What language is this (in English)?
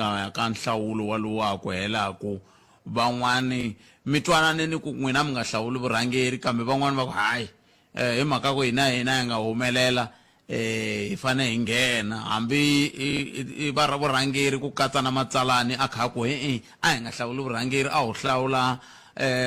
Tsonga